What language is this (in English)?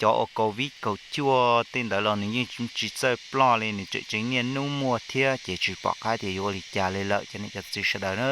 Hmong